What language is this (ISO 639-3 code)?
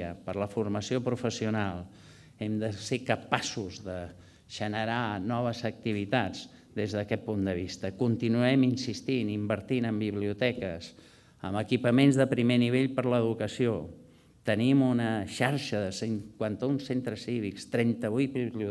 cat